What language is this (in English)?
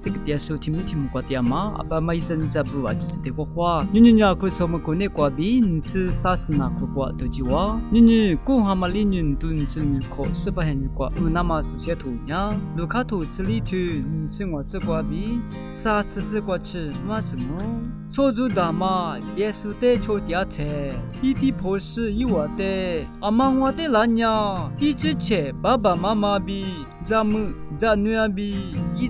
Lisu